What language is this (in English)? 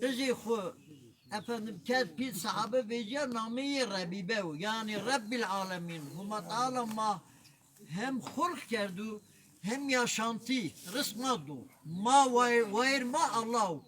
Zaza